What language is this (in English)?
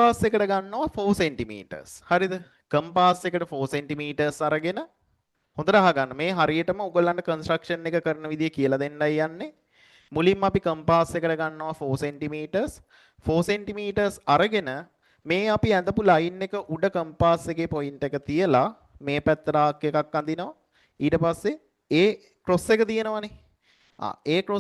Sinhala